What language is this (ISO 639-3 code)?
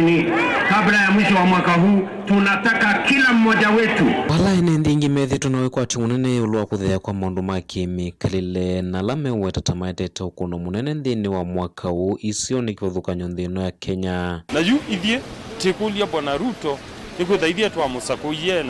kam